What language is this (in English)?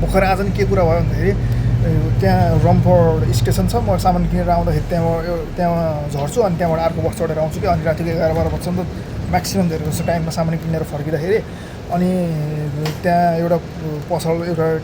Nepali